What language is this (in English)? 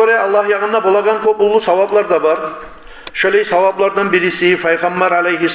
Kumyk